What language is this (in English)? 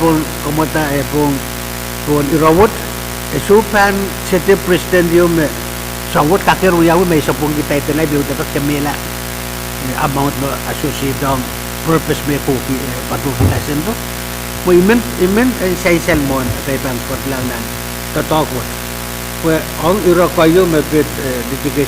Pohnpeian